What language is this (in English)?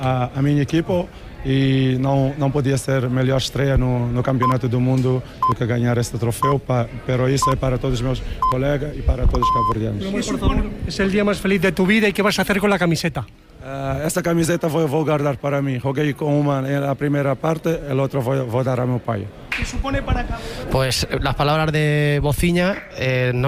Spanish